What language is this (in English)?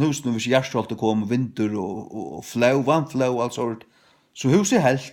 Faroese